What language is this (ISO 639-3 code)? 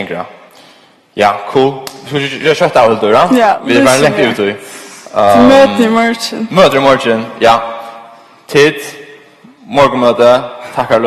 fao